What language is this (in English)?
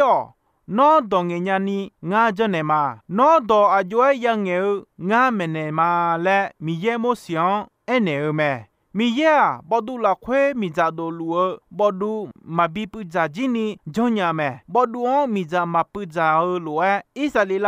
Akha